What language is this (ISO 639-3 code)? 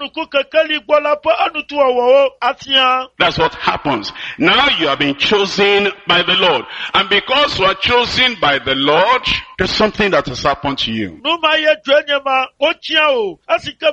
ewe